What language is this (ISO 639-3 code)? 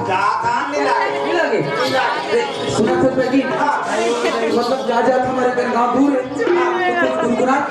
hne